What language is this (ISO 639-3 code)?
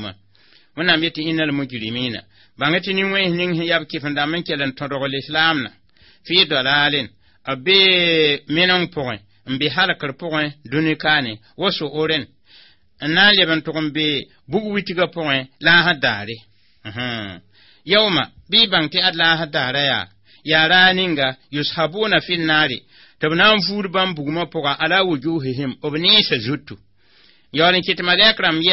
mos